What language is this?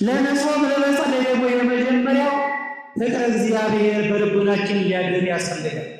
Amharic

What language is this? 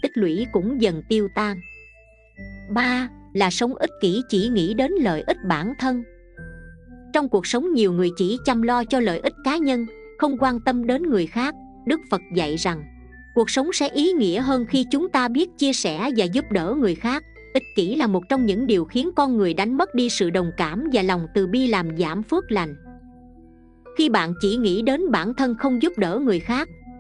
Vietnamese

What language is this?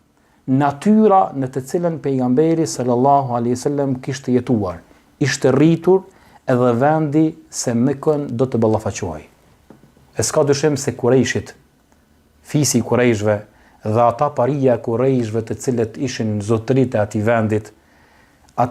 Albanian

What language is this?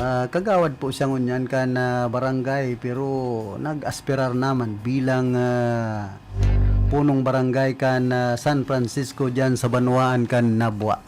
Bikol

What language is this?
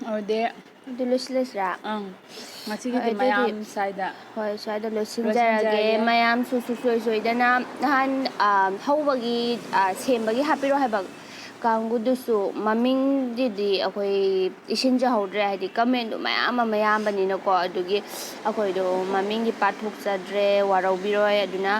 Manipuri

